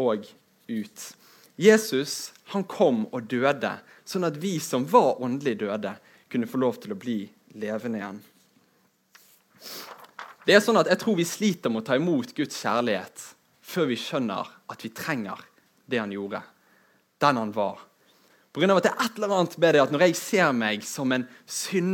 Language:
Norwegian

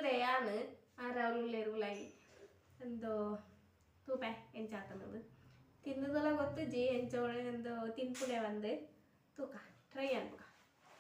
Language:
Tulu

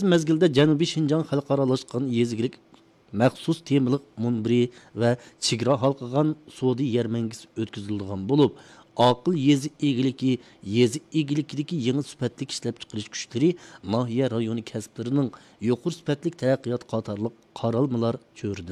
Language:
Uyghur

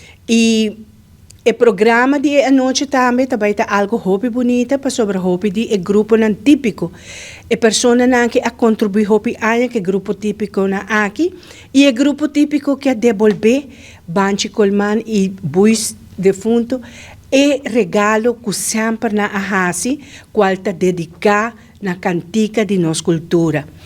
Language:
Papiamento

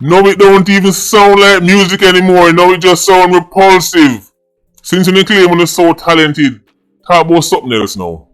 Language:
Jamaican Creole English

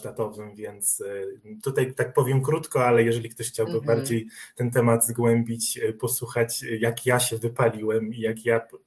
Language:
Polish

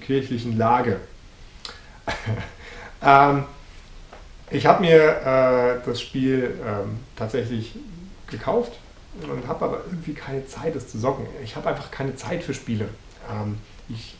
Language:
German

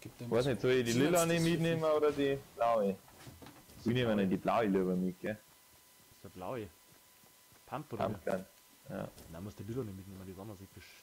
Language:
Bavarian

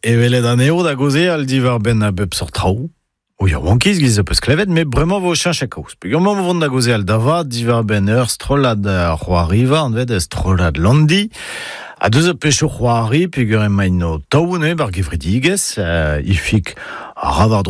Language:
Breton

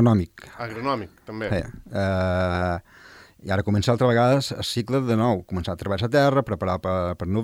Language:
Catalan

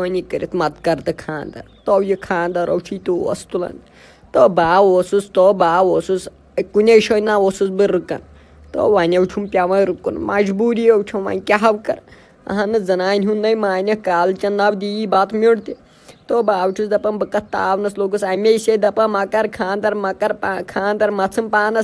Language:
Kashmiri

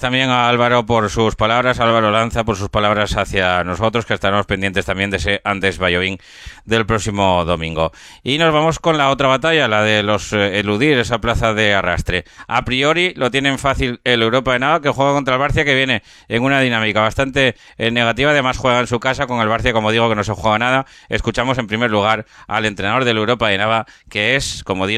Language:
Spanish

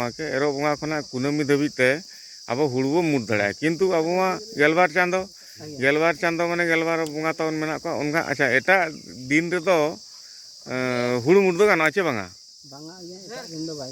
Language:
Santali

